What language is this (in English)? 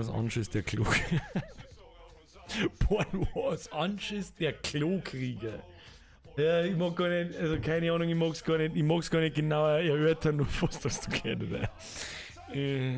Bavarian